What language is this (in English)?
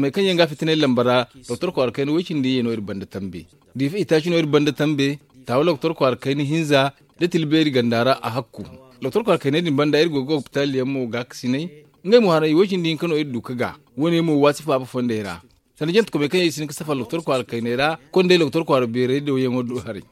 Zarma